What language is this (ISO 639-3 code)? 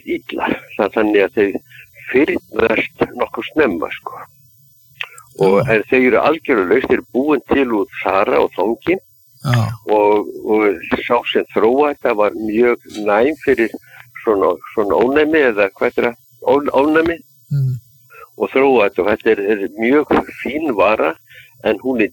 isl